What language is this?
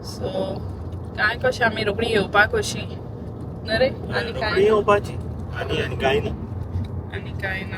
Konkani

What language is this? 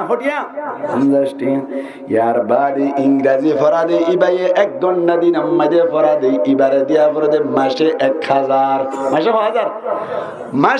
Rohingya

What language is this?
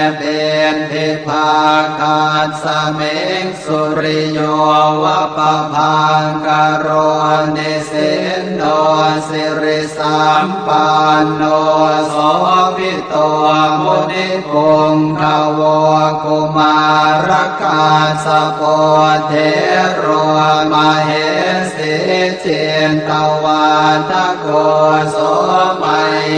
Pali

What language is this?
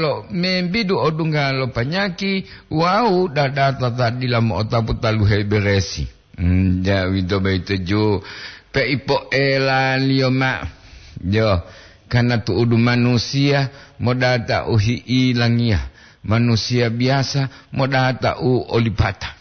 Gorontalo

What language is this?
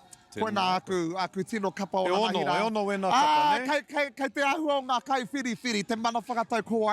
Māori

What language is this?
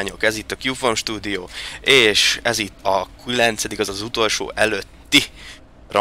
Hungarian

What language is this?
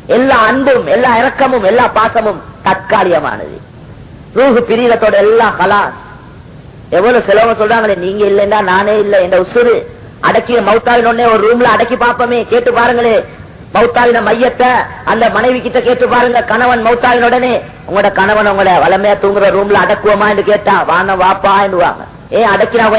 Tamil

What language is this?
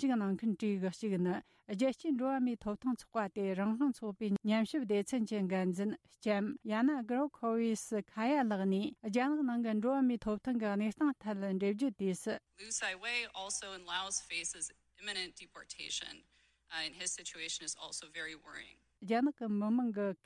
Tibetan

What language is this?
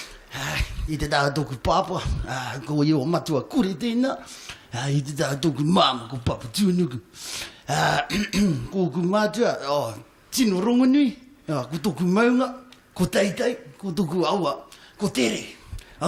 Māori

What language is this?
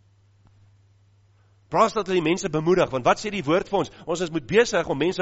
Afrikaans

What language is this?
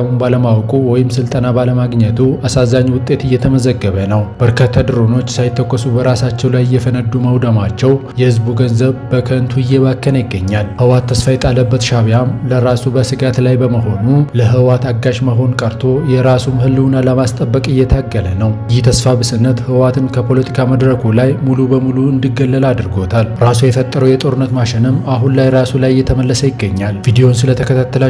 Amharic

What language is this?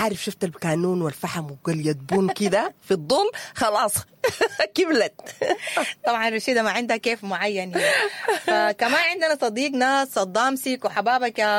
Sudanese Arabic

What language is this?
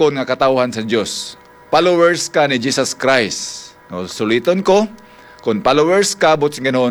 Hiligaynon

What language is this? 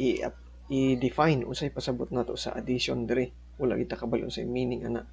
Cebuano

